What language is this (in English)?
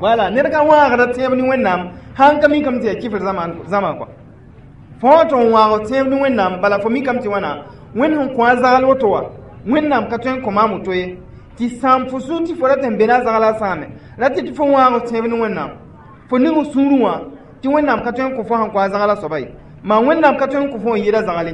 Mossi